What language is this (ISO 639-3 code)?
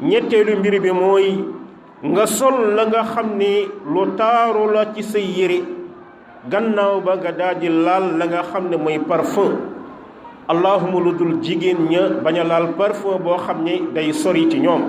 wol